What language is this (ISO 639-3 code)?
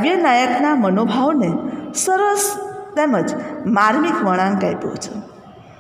guj